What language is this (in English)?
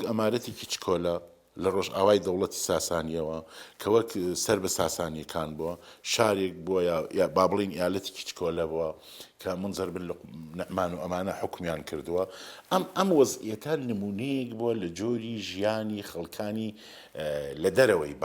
Central Kurdish